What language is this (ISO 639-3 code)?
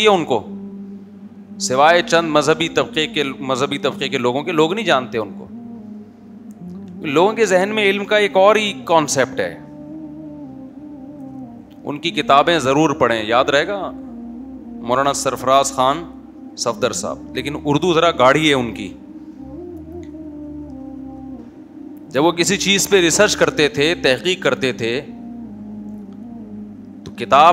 urd